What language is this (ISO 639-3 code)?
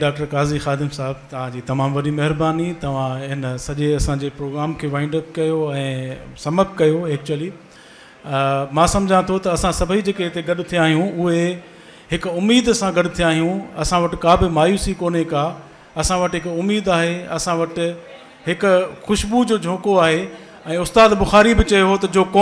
snd